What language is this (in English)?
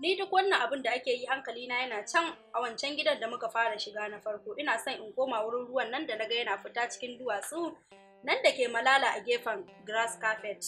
Hausa